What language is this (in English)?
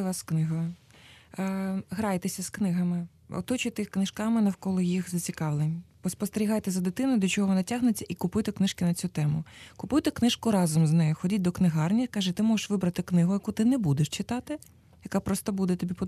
Ukrainian